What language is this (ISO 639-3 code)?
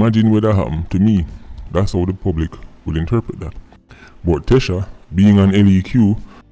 jam